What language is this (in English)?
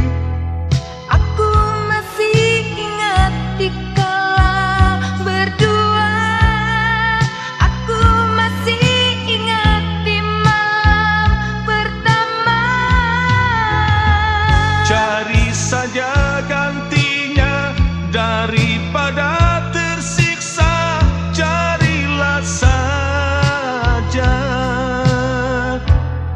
Indonesian